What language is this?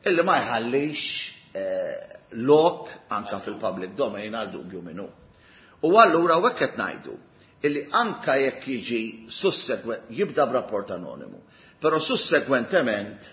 Maltese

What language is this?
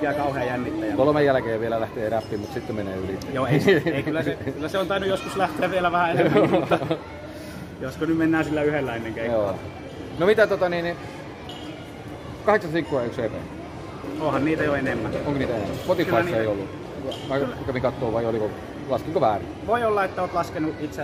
Finnish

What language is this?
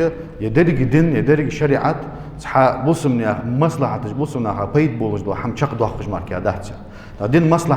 Ingush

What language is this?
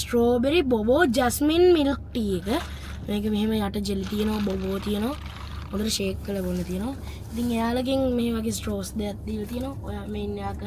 Sinhala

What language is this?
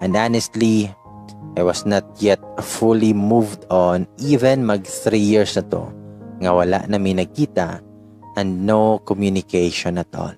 Cebuano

